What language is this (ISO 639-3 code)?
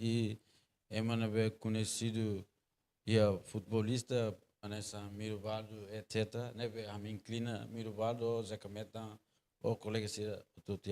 tet